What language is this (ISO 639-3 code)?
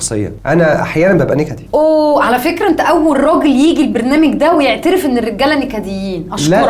arz